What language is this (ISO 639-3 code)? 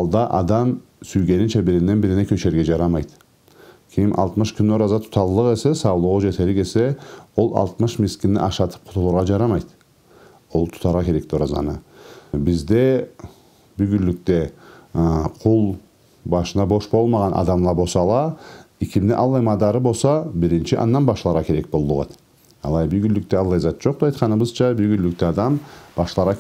krc